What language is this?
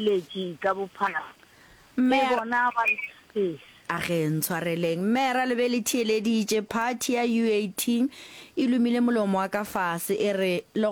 Northern Sotho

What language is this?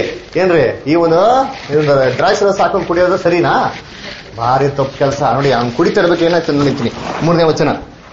Kannada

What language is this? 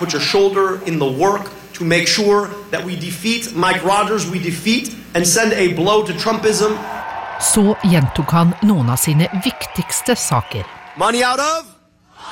Norwegian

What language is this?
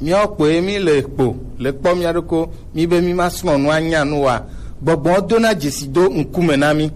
Gen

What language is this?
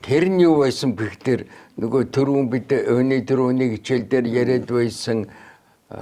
Mongolian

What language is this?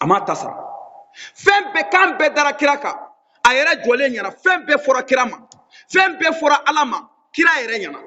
Bambara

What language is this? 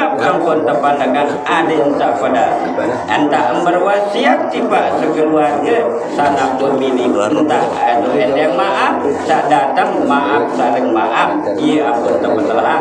Sasak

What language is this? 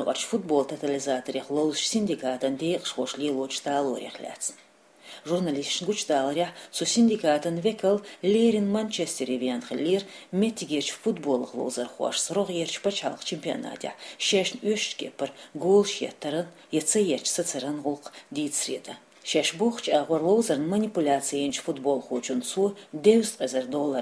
Chechen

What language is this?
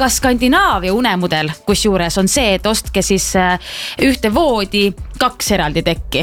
Estonian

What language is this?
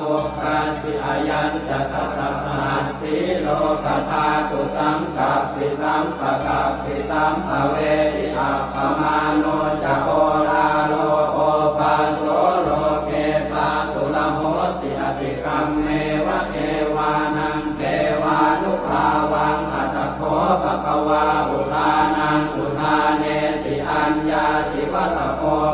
Pali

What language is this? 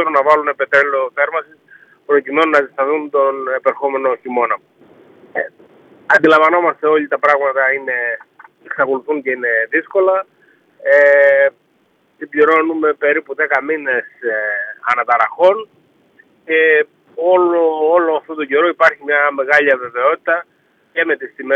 Greek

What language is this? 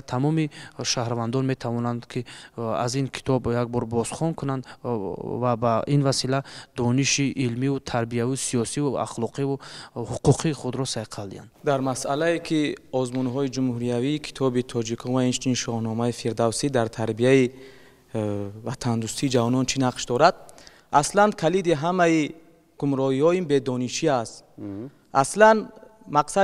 Tajik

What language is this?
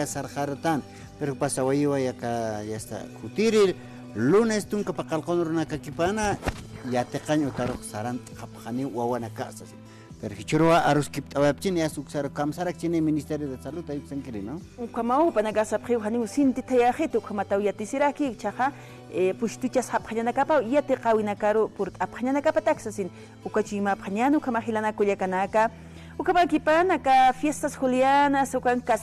Aymara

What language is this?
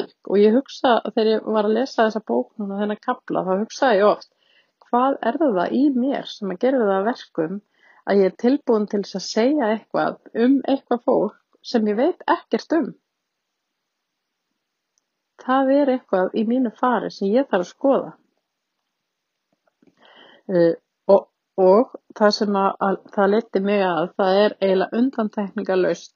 Icelandic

